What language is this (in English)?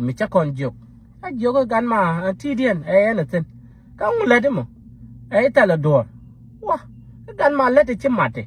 Nuer